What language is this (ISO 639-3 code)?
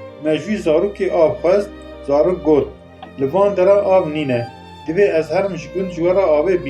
kur